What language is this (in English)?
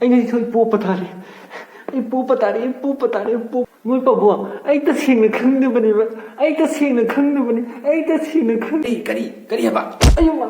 Manipuri